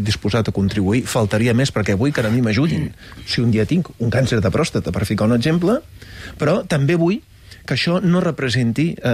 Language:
Catalan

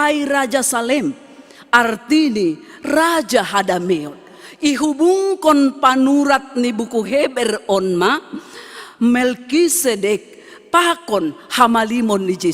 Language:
Batak Simalungun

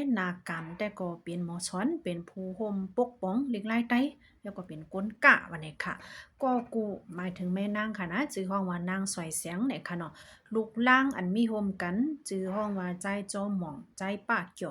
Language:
Shan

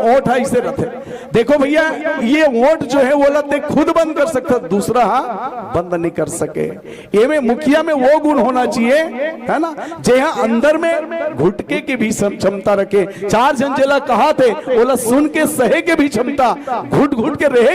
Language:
Chhattisgarhi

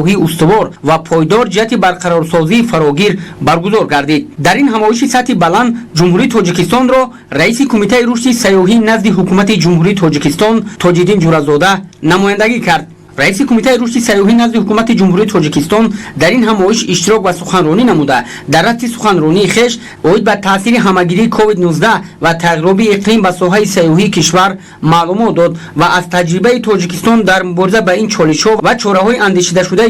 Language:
Tajik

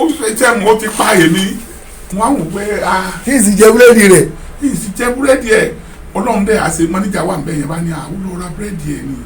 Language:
Yoruba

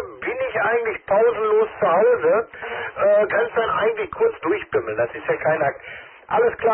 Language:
German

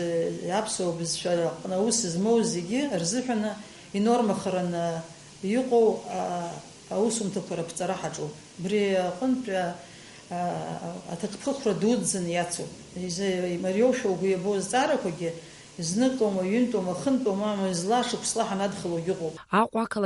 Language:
Abkhazian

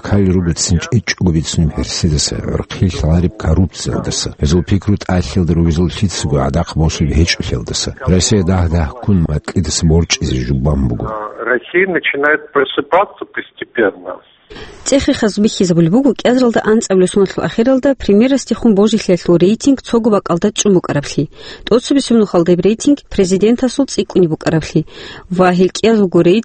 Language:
Avaric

